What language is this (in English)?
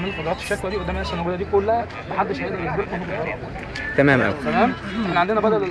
Egyptian Arabic